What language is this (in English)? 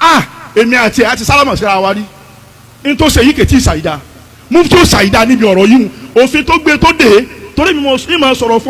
Yoruba